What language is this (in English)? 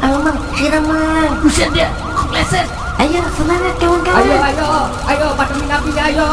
Betawi